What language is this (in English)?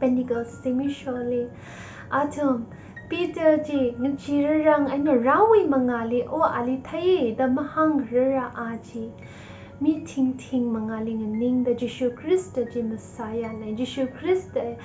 Tangkhul Naga (India)